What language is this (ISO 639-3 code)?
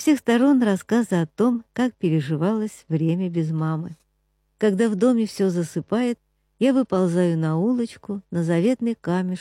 rus